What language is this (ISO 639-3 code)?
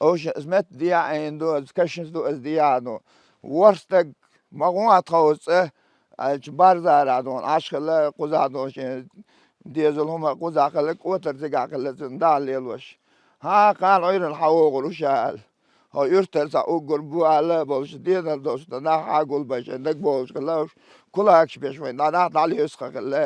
che